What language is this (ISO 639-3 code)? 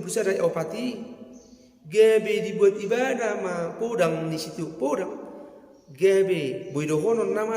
bbc